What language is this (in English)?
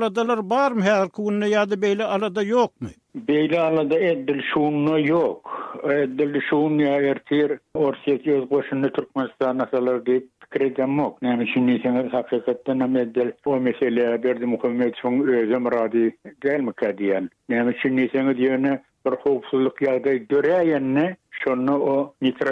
Turkmen